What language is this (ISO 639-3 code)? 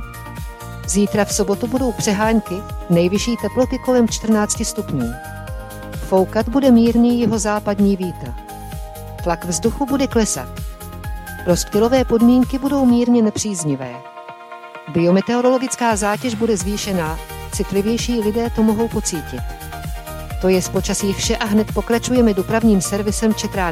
ces